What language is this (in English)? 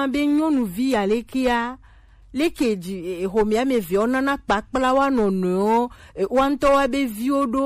Gen